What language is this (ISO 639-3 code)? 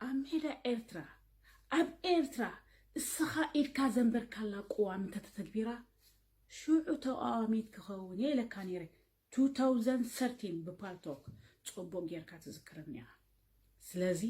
tir